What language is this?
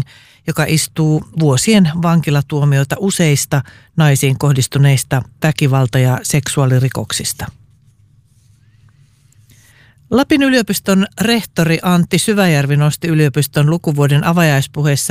Finnish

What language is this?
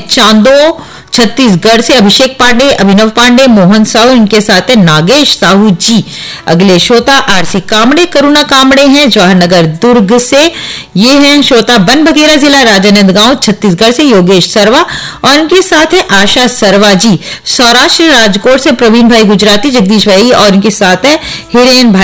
Hindi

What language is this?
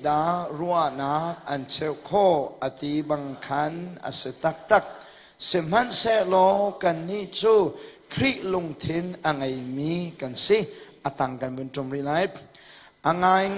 Hakha Chin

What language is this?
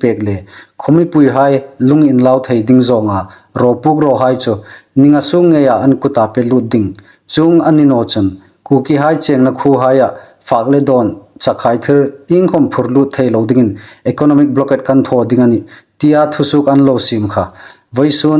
Hmar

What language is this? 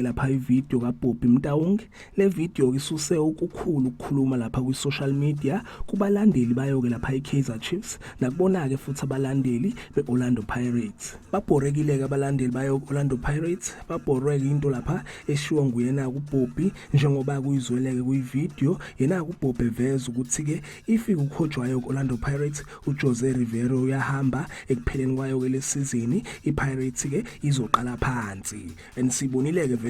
Zulu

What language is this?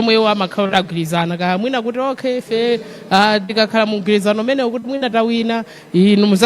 Nyanja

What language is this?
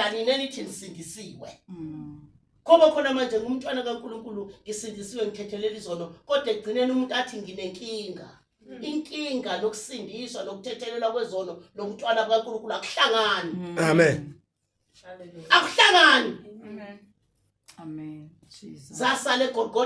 Zulu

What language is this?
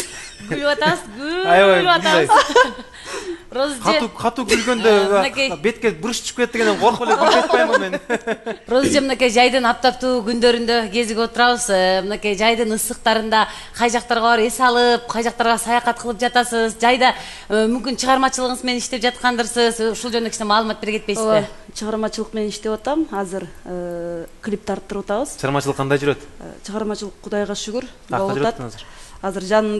Kyrgyz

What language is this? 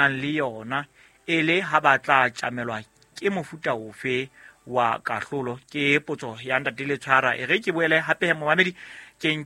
Southern Sotho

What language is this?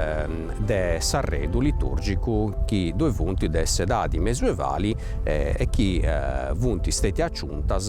Sardinian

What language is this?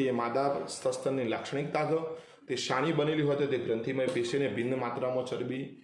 Gujarati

